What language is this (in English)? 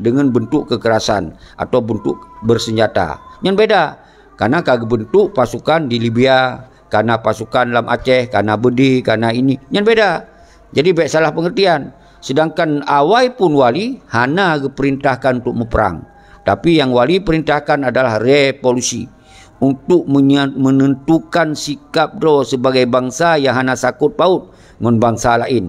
Achinese